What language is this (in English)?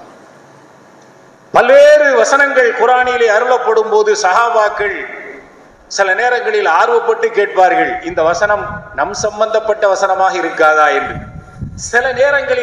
Tamil